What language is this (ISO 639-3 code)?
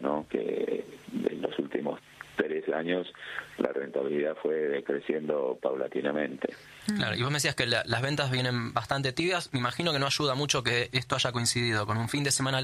spa